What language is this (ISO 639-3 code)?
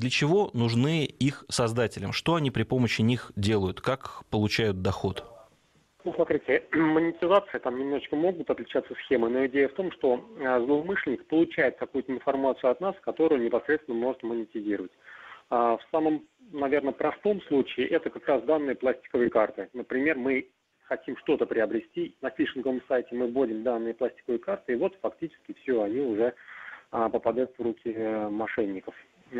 rus